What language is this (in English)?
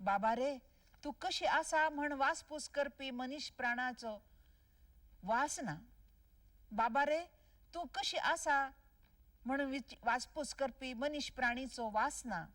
Konkani